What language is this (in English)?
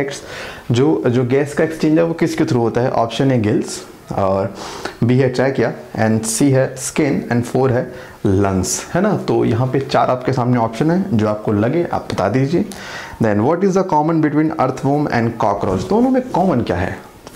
Hindi